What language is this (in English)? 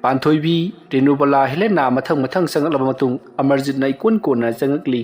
Manipuri